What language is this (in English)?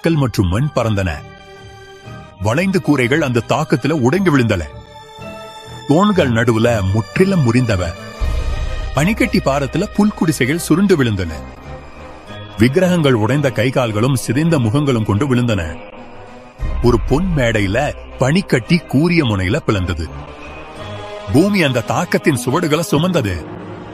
Tamil